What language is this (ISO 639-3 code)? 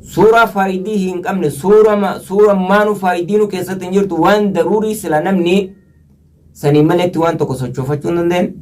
orm